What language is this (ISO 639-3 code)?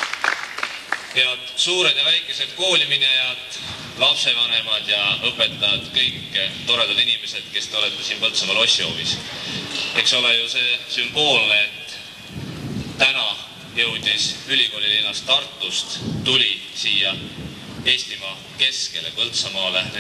est